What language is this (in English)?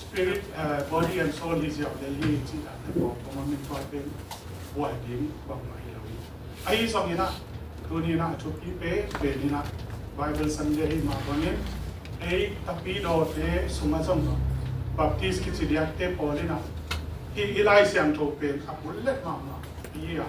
Tedim Chin